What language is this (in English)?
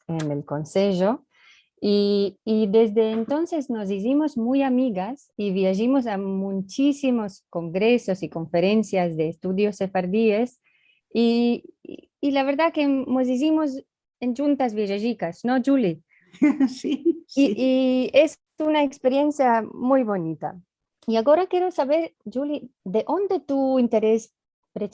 Ladino